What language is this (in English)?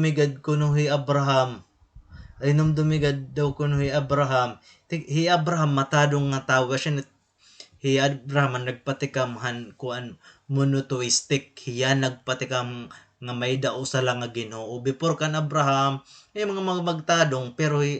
Waray